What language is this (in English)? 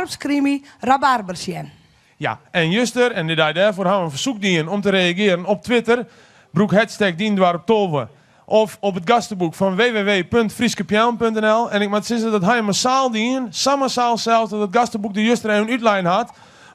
Western Frisian